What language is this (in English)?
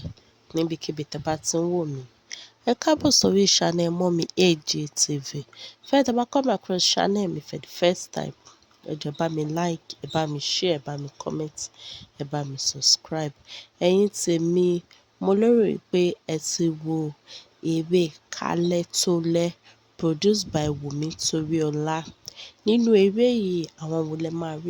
Yoruba